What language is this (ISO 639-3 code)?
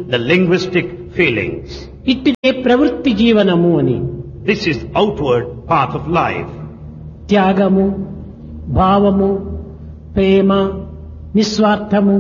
tel